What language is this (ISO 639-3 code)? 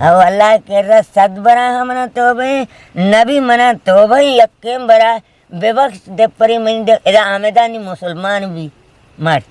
bgp